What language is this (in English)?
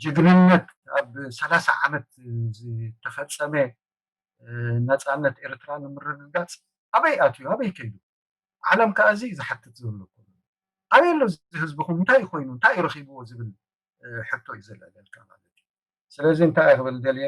Tigrinya